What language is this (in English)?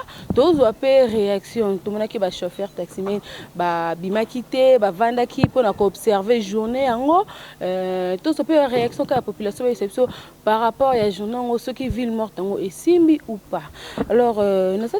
Lingala